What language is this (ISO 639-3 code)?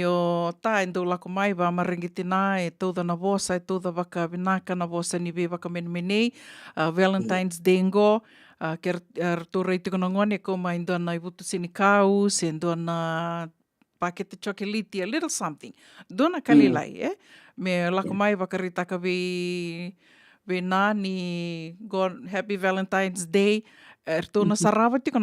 fij